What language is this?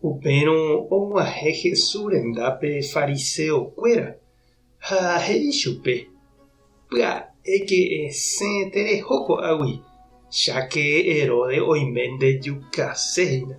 Guarani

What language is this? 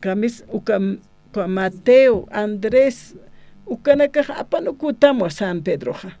Aymara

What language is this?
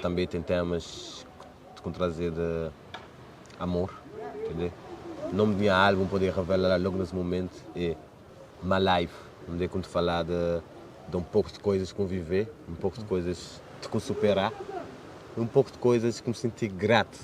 Kabuverdianu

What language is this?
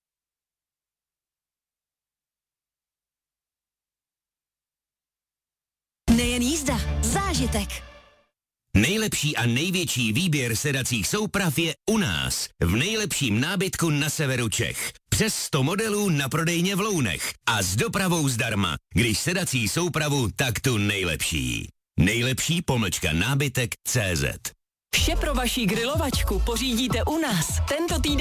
Czech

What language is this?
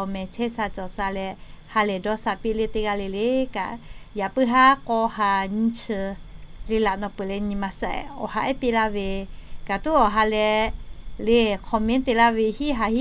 Lahu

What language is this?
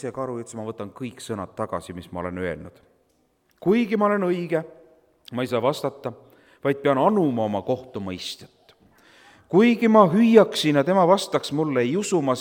Estonian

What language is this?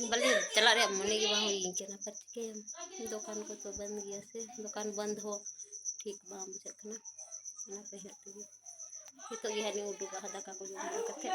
Santali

